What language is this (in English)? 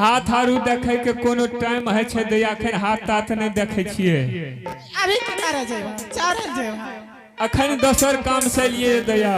Angika